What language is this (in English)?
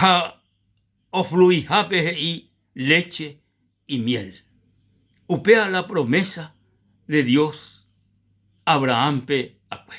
Guarani